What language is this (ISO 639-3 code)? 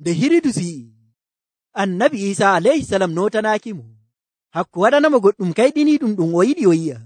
fuv